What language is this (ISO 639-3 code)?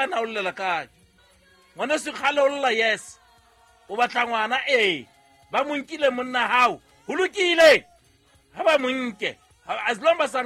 sot